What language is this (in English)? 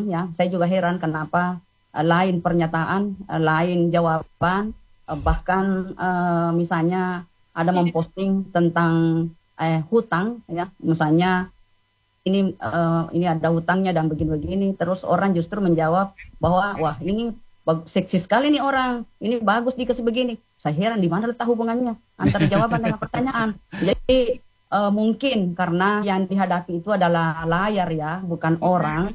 Indonesian